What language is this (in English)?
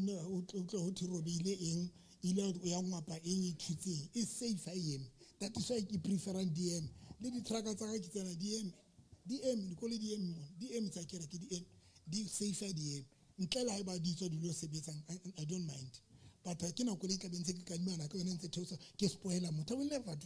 Southern Sotho